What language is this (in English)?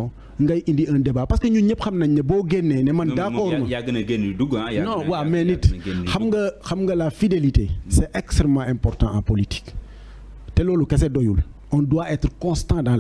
Wolof